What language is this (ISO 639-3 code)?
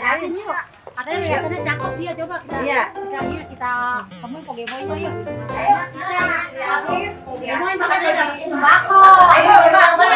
bew